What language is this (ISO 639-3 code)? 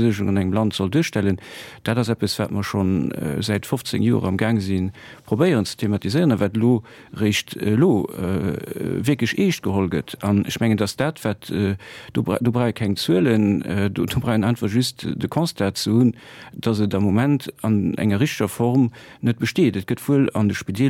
ltz